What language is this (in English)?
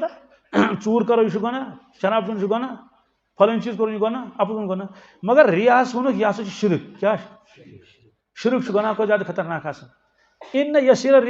Kashmiri